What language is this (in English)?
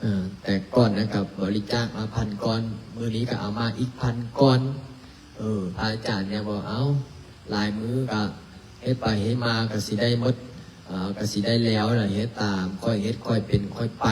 Lao